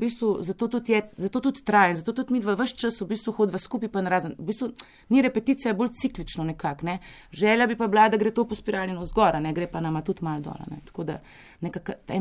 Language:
Slovenian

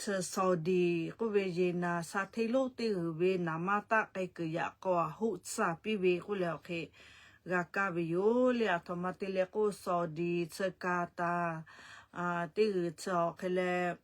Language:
Lahu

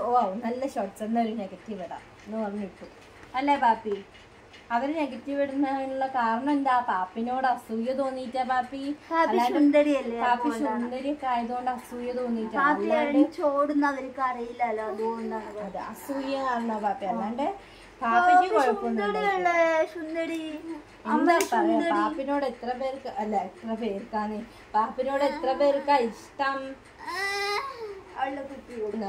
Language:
Malayalam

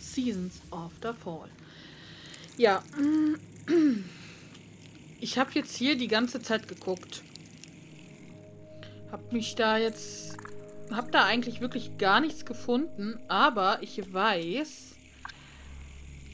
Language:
German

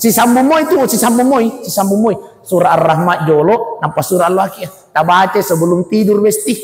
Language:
Buginese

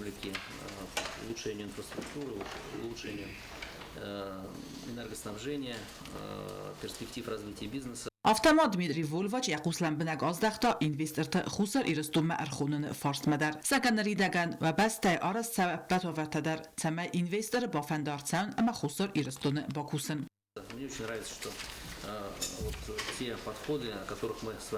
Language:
Ossetic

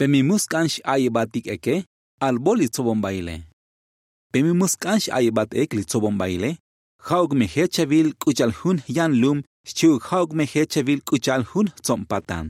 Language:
Tzotzil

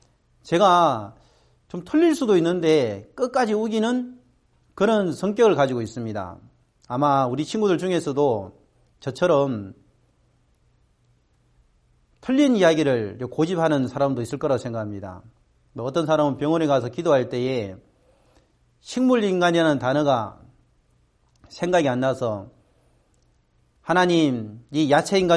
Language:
Korean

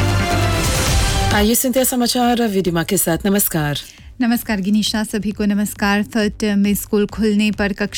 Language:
Hindi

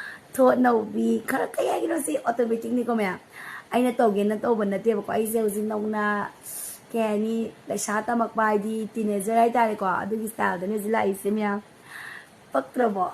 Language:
Manipuri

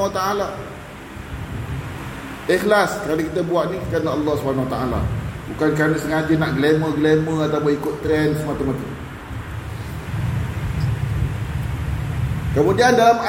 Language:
Malay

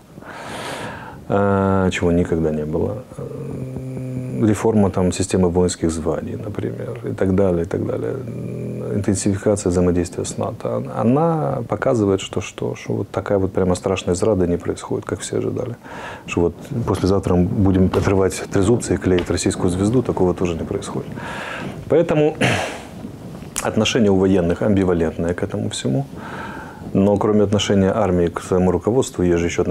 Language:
Russian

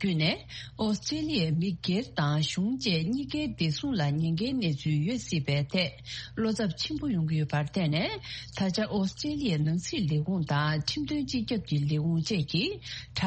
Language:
Tibetan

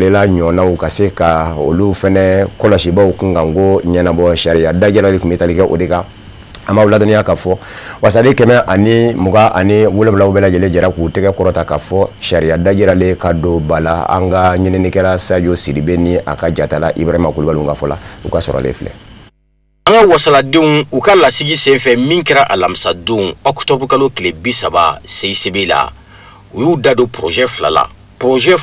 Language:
Bambara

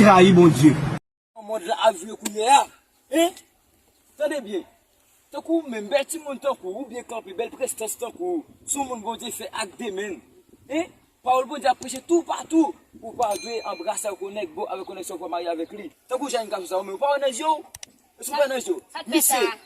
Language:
Haitian Creole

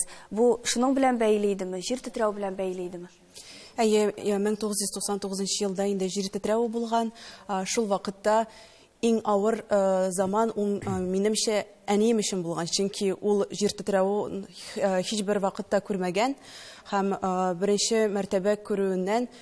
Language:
Tatar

